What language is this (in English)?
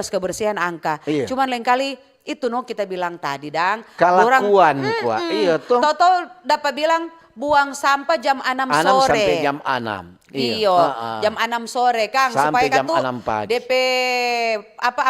Manado Malay